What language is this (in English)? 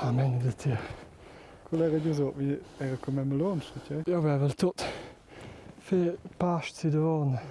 Romansh